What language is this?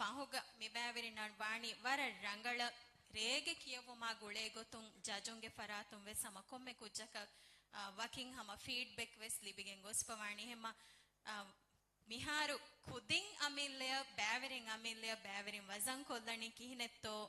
Divehi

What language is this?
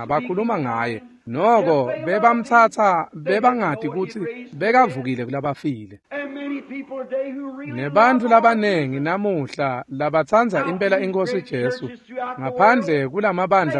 Swati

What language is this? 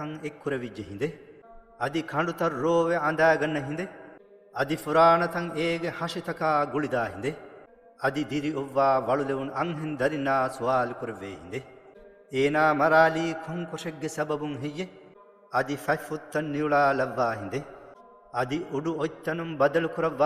Divehi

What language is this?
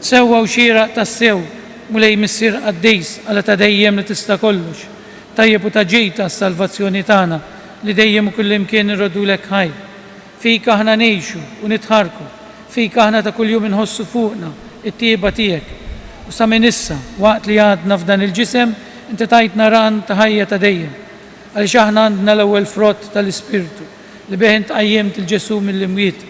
Maltese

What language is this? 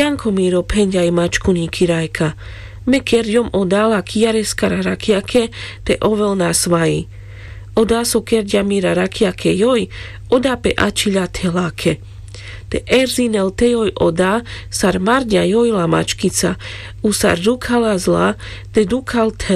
Carpathian Romani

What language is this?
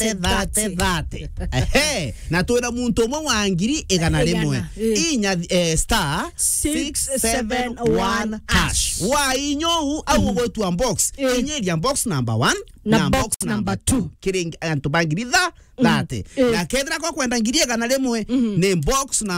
Meru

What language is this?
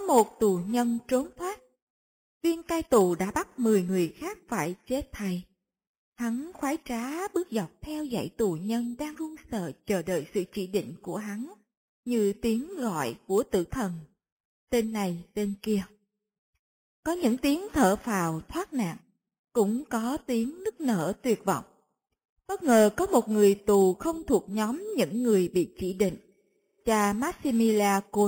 Vietnamese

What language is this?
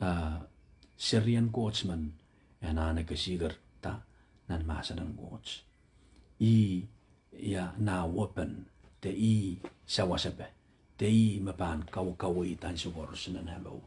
Pohnpeian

